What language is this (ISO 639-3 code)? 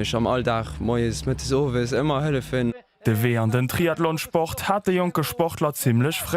ltz